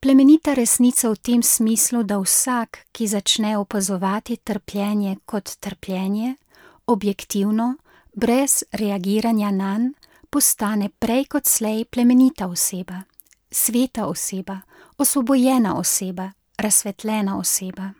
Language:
Slovenian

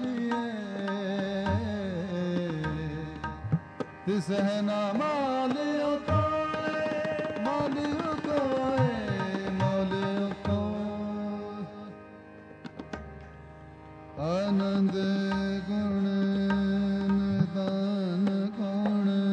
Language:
Punjabi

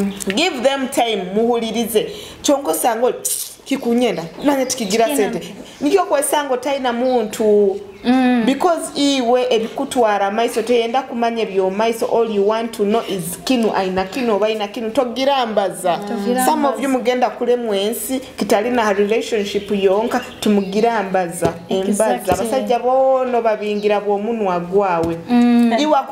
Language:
Tooro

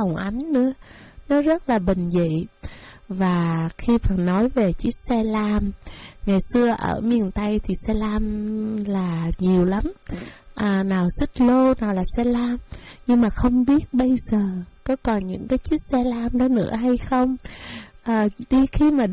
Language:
Vietnamese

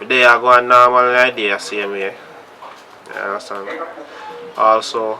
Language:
Jamaican Creole English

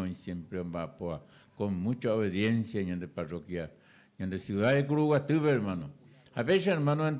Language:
Guarani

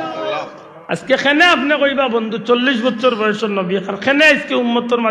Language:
Sylheti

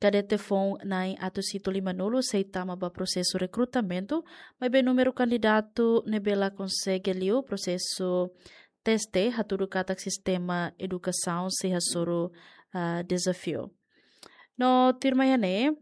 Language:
Tetum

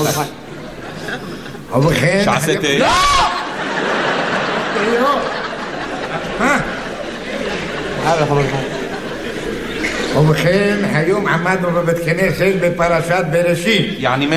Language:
Hebrew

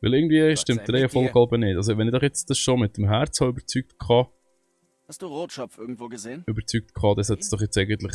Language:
Swiss German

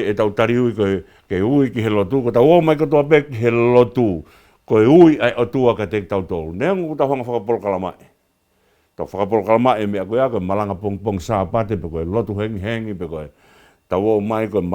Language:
Tongan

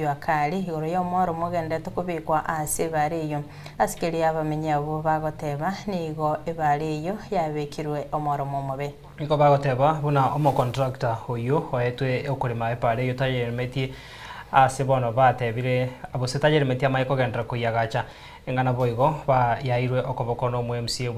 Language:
Gusii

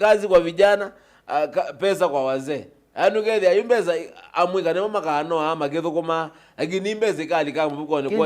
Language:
Kamba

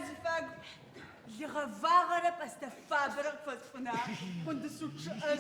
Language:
Adyghe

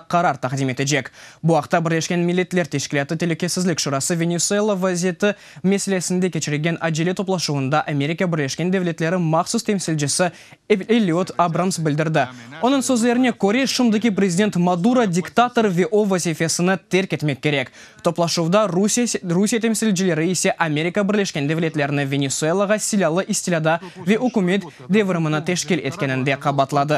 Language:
Crimean Tatar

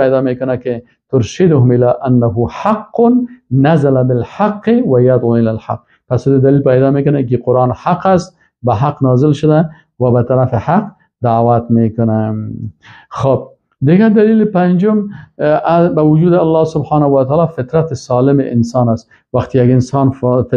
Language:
Persian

